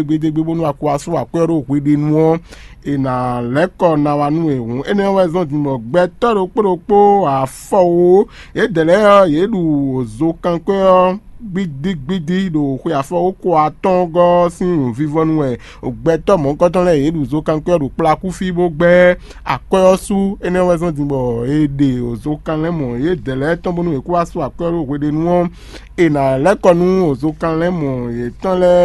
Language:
Fon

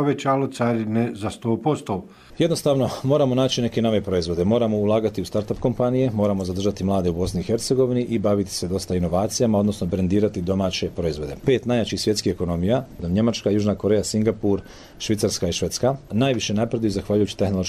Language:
Bosnian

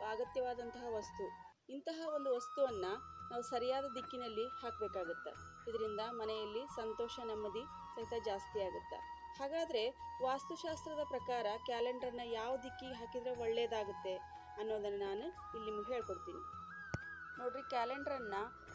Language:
Kannada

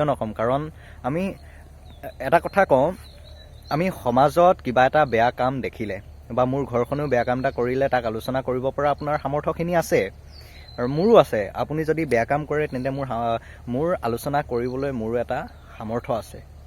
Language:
Assamese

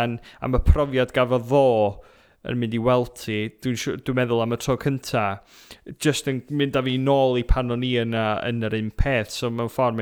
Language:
Welsh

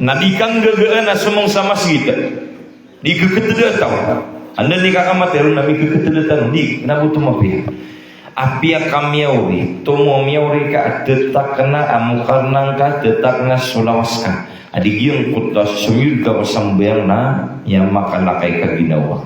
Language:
Maranao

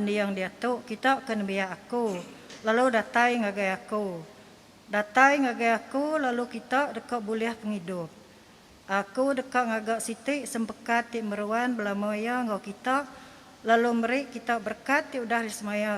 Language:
Iban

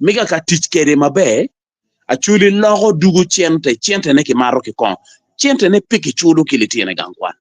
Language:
Acoli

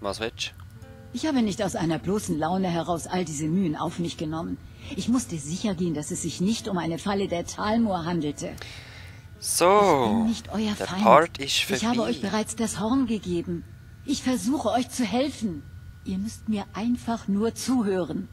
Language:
Swiss German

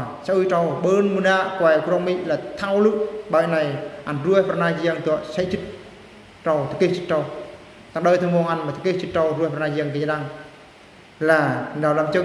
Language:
Eastern Bru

